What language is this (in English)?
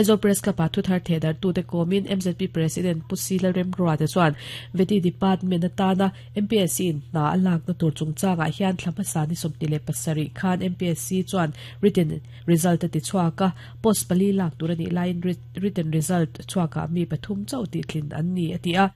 Mizo